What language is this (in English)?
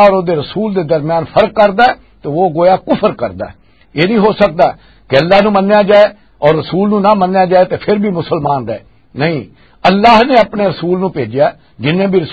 Western Panjabi